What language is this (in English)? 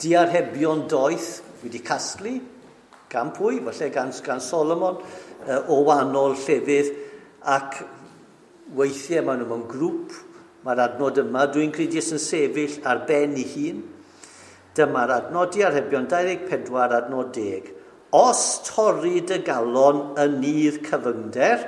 Welsh